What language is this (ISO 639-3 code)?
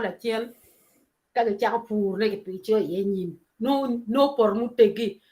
ach